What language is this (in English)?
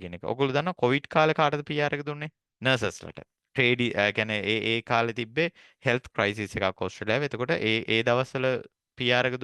Sinhala